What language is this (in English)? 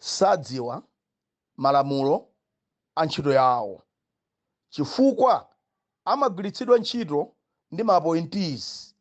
Nyanja